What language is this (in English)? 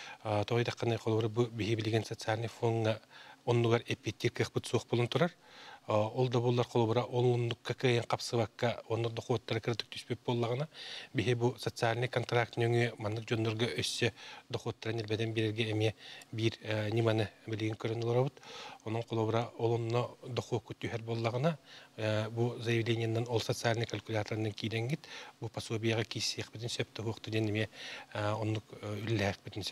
Yakut